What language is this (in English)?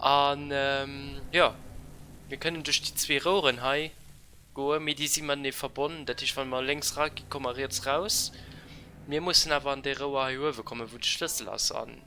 Luxembourgish